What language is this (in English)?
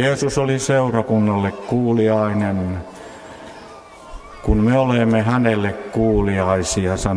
Finnish